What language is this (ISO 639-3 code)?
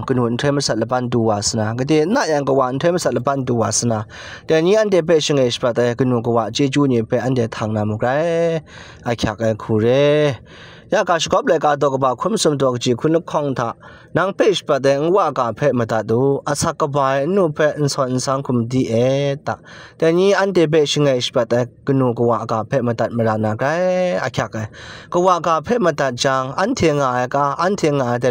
kac